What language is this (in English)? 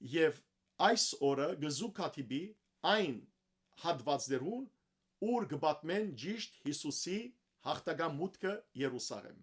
Western Armenian